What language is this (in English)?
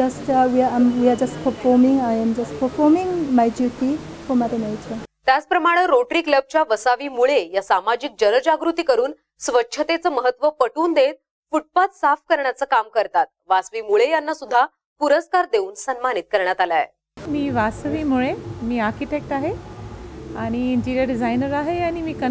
Marathi